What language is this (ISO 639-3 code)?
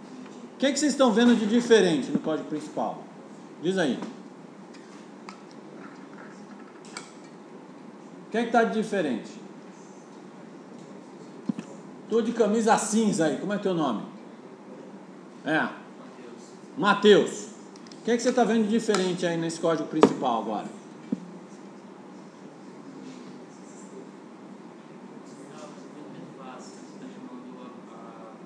por